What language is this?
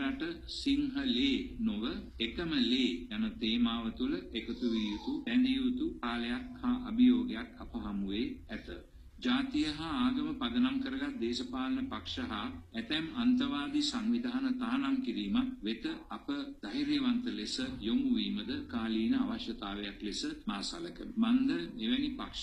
Sinhala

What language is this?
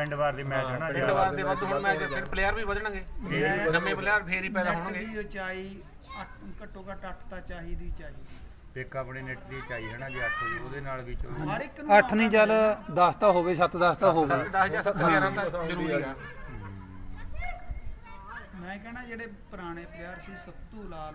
Punjabi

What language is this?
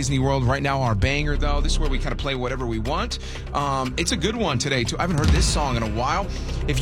English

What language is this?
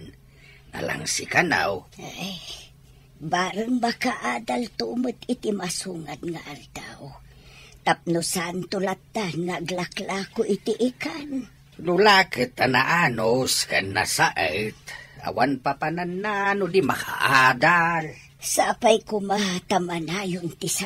Iloko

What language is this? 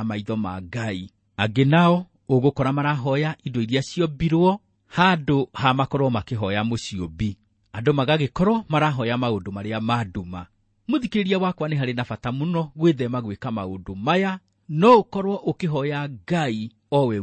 Kikuyu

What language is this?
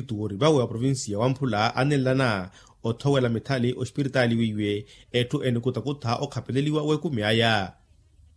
Makhuwa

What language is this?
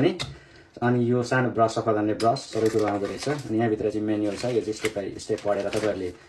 Nepali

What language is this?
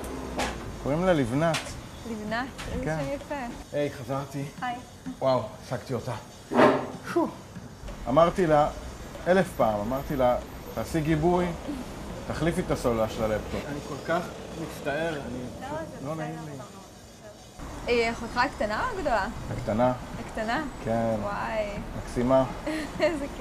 Hebrew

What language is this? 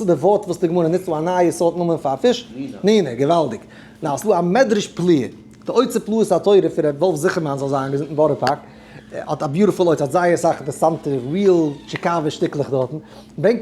Yiddish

